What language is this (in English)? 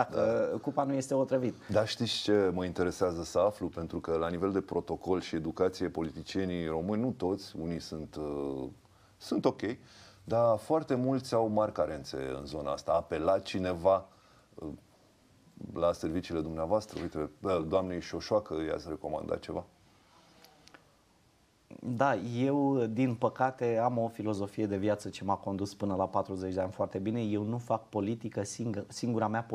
Romanian